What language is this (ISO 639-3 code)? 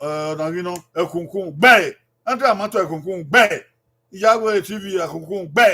bin